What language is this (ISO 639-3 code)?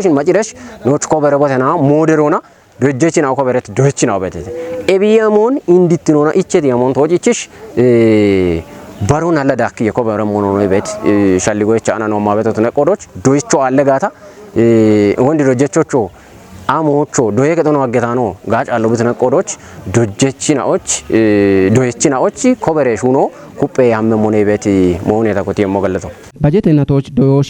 kbr